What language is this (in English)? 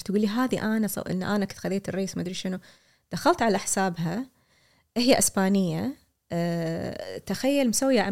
Gulf Arabic